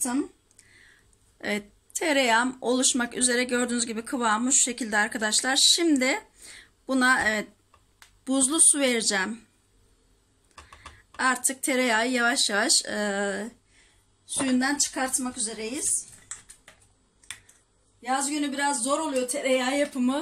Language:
Turkish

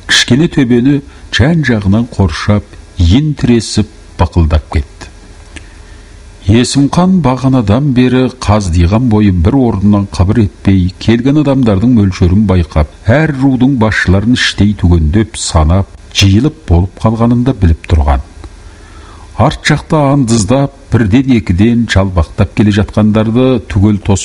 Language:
Kazakh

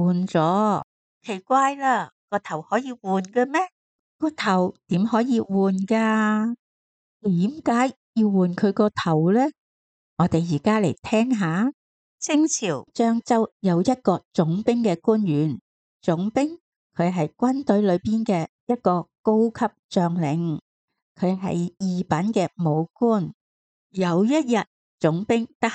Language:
Cantonese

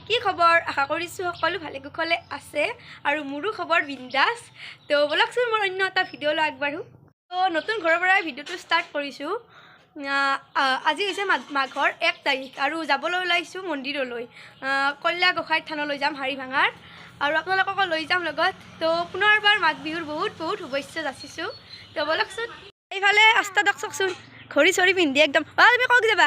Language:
Assamese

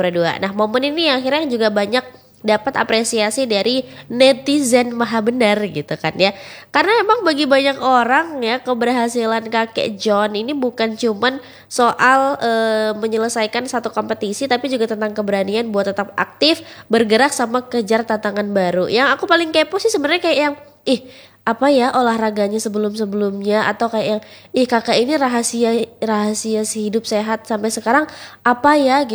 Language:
Indonesian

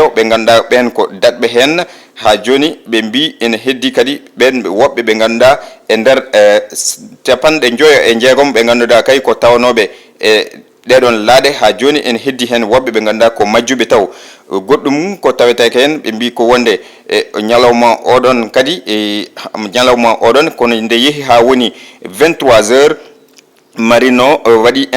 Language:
Fula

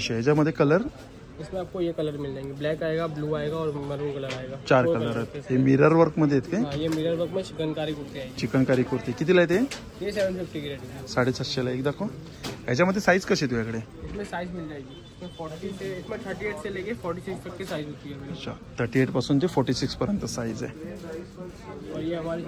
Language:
Marathi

